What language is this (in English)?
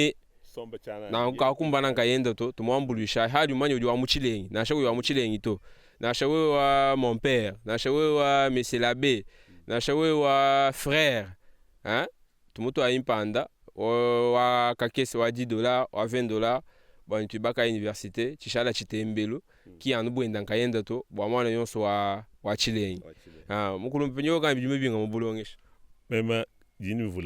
Luba-Lulua